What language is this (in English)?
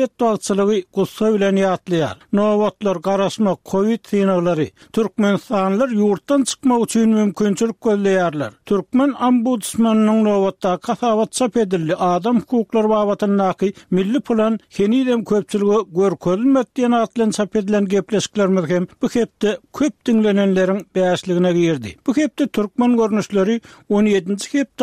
Turkmen